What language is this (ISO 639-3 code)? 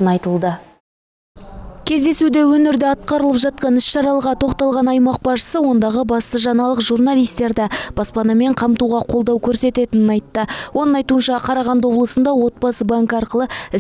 kaz